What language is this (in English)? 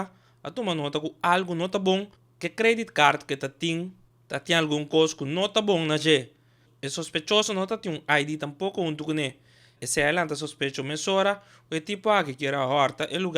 Papiamento